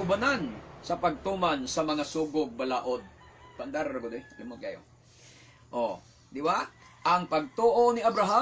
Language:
Cebuano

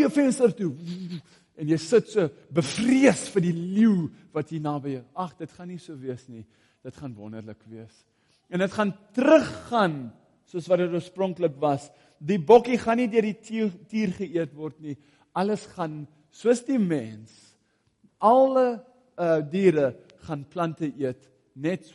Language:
Afrikaans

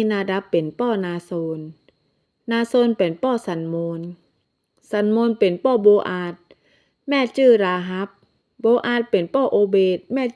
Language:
Northern Thai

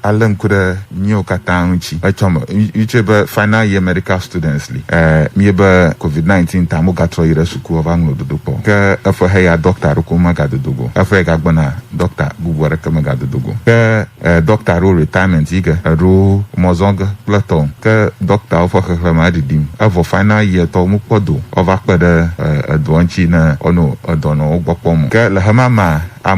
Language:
Ewe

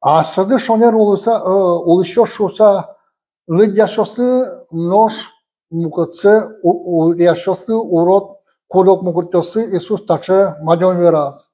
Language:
Udmurt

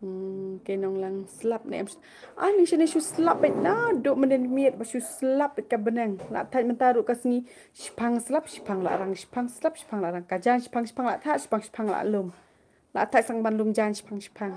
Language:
Khasi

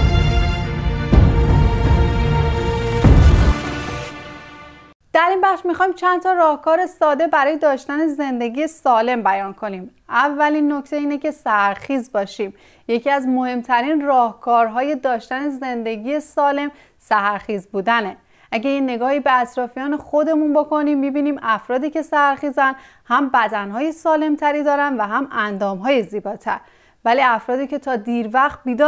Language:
Persian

